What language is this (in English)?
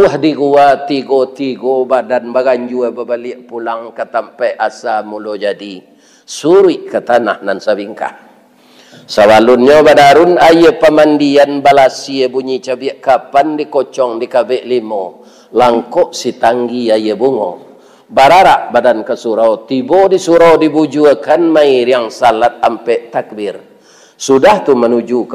Minangkabau